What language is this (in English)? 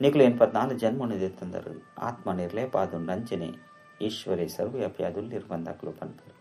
Tulu